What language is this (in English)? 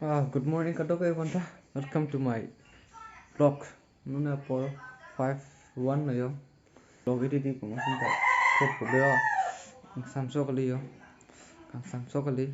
Karbi